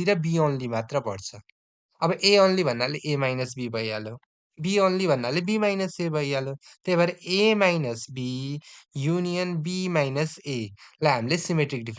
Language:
Nepali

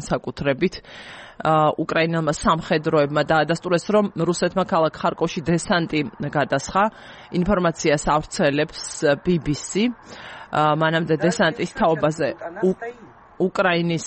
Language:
Georgian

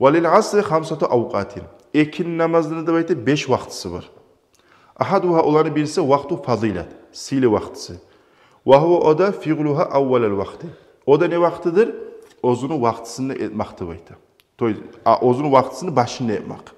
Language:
Kumyk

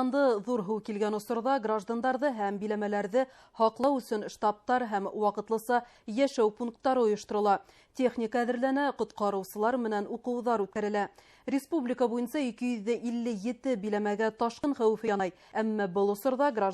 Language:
Bashkir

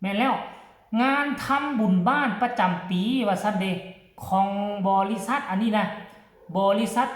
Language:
Northeastern Thai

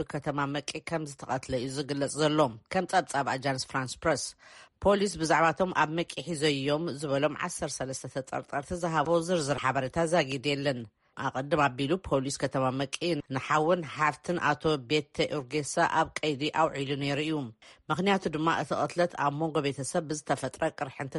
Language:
Tigrinya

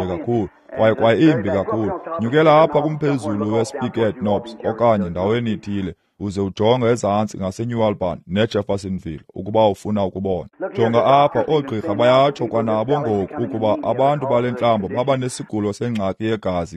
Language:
Xhosa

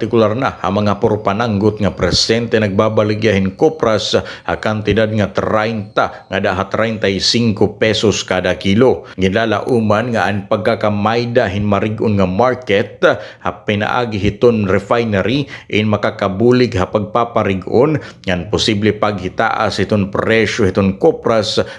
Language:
Waray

